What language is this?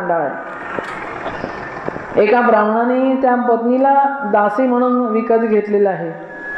Marathi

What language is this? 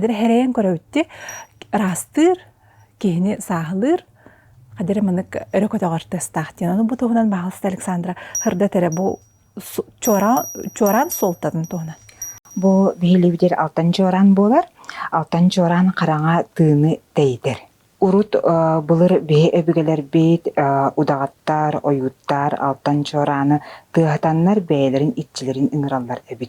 Yakut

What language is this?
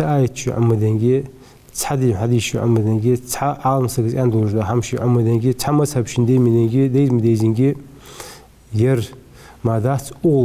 Ingush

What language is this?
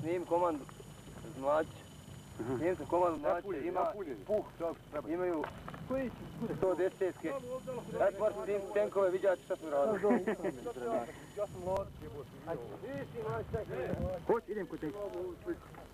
Bosnian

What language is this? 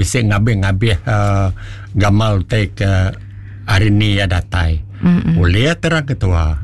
Iban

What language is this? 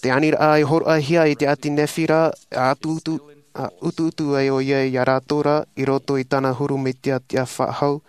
Tahitian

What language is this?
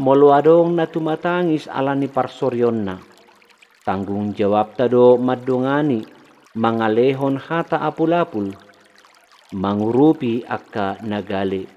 Batak Toba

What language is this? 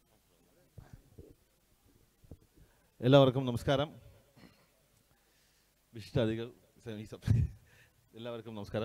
Malayalam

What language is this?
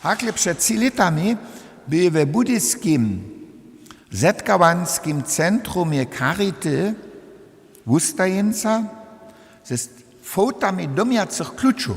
Upper Sorbian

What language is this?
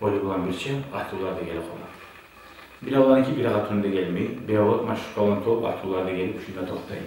Kumyk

